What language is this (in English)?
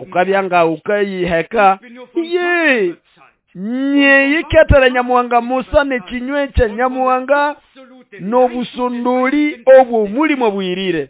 Nande